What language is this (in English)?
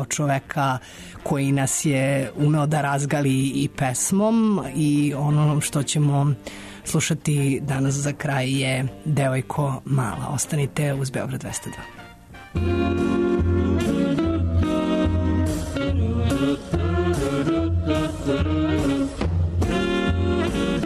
Serbian